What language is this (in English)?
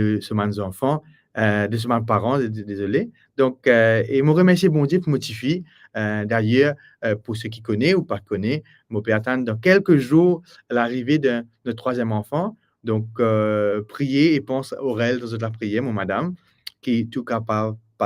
Morisyen